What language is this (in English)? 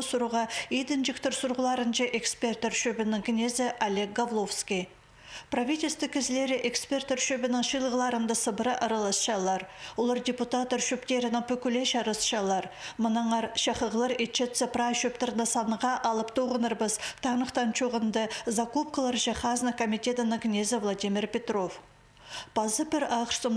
Khakas